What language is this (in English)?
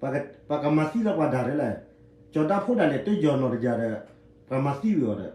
S'gaw Karen